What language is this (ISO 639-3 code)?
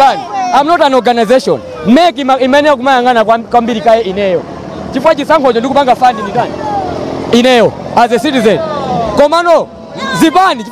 nya